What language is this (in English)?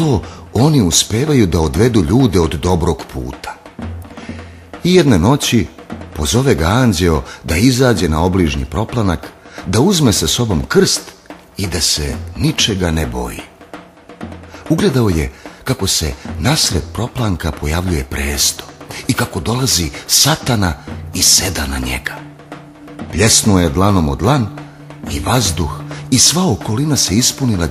Serbian